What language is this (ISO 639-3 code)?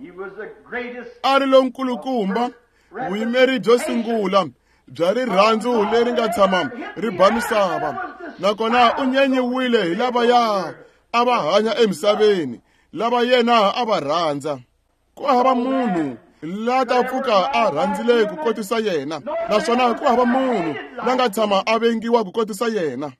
tso